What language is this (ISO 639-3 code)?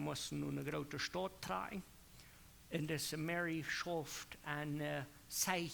pdt